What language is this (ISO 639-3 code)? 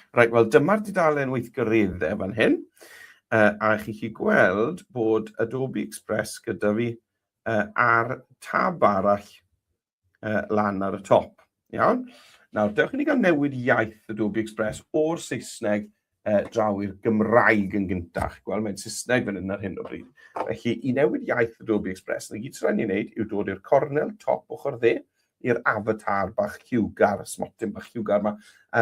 cym